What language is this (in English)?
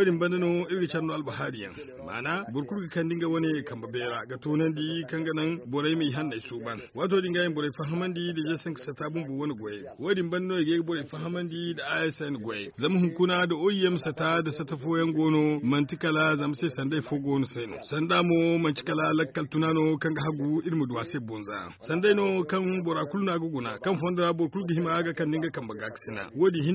Zarma